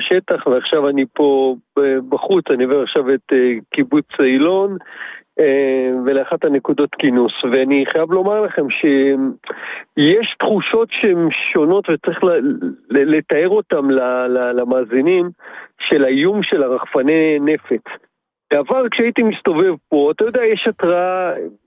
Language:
Hebrew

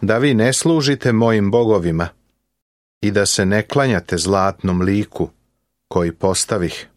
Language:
Serbian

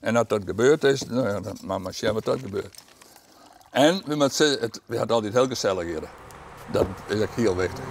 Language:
Western Frisian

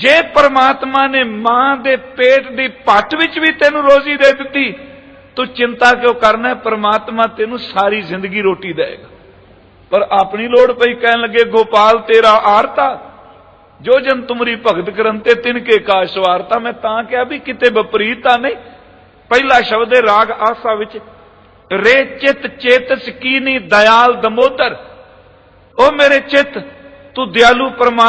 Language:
Punjabi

